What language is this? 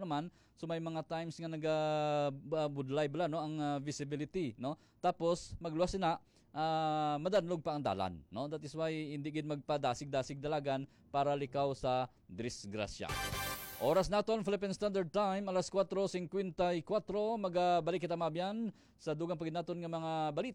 Hiligaynon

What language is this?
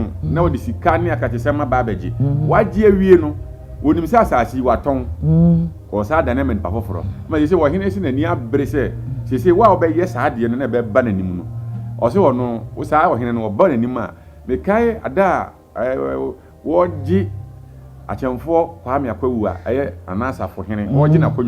Akan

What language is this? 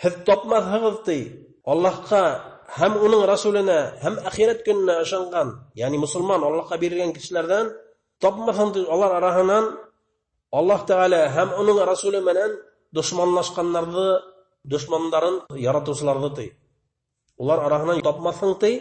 Bashkir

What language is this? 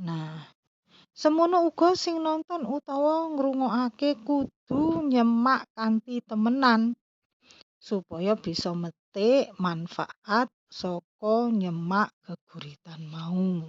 Javanese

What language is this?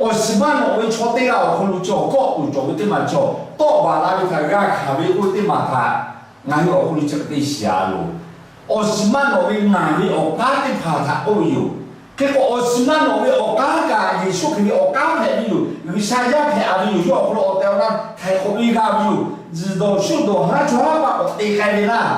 Lahu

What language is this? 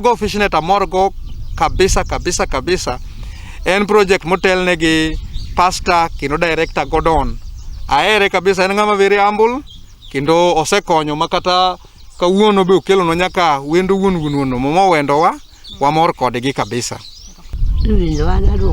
Luo (Kenya and Tanzania)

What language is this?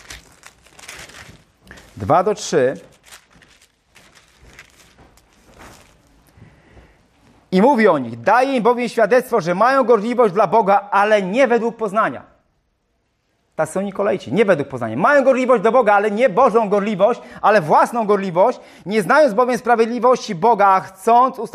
Polish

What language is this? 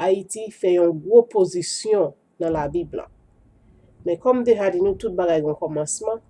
Haitian Creole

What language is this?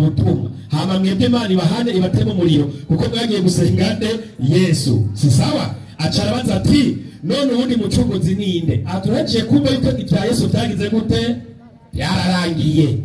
Rundi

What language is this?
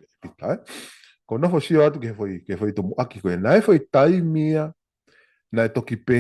Tongan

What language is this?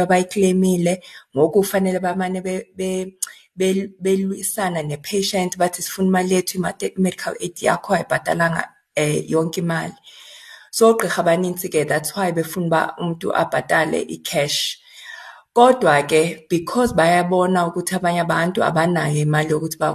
Xhosa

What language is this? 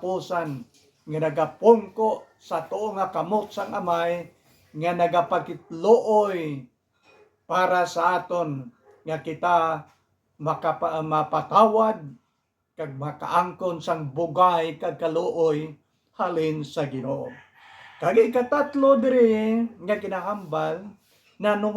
Hiligaynon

